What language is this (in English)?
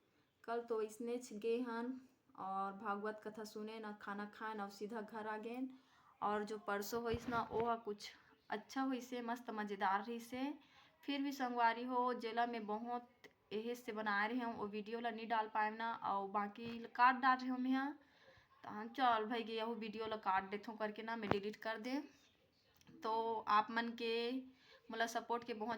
Chhattisgarhi